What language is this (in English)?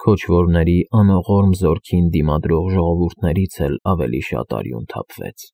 Armenian